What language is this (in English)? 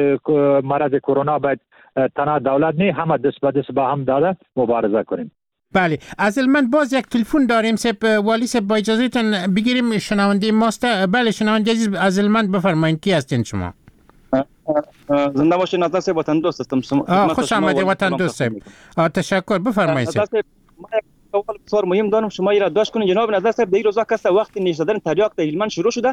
Persian